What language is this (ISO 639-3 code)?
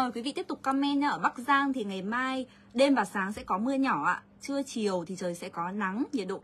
vie